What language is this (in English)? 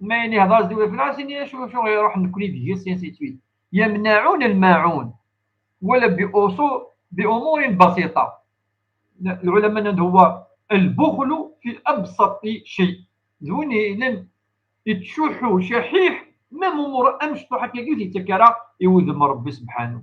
Kabyle